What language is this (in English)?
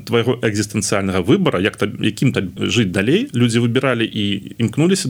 Belarusian